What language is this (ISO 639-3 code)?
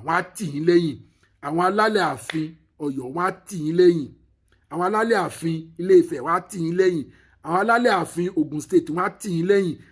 yor